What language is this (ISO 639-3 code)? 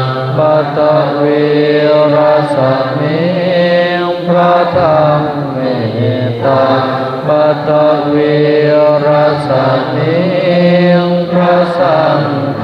pli